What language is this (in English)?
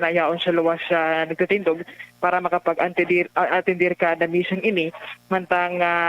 Bikol